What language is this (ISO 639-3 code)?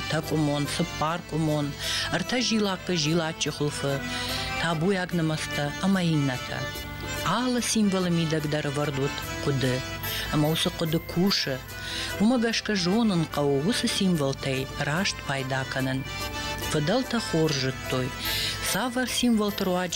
oss